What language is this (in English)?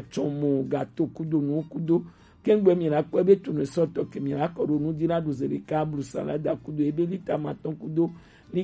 Gen